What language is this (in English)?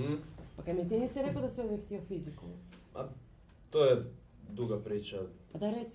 Croatian